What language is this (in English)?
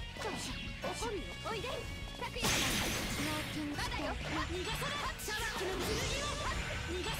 Japanese